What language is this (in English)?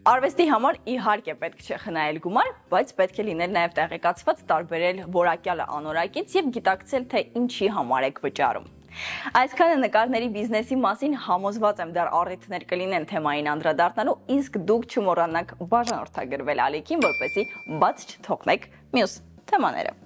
Armenian